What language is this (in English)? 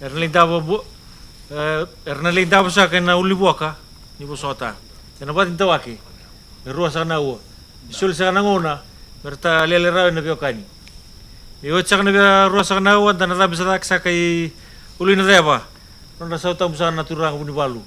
Fijian